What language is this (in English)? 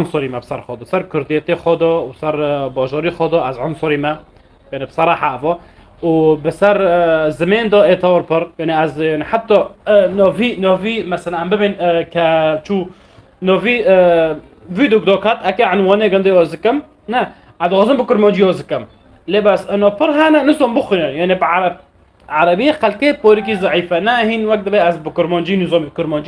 North Levantine Arabic